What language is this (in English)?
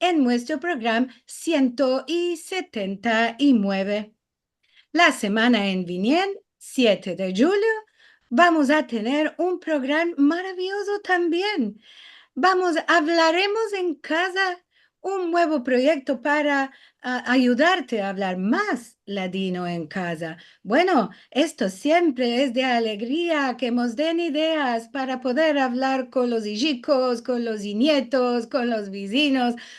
Ladino